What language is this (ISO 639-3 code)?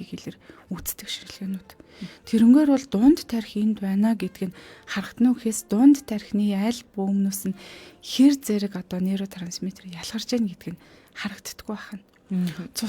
mon